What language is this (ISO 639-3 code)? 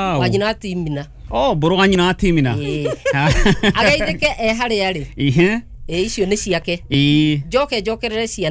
kik